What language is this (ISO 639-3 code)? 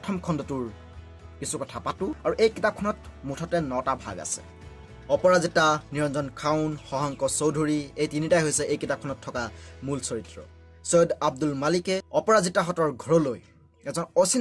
asm